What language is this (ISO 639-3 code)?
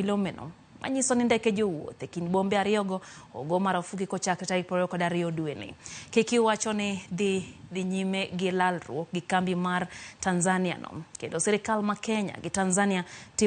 luo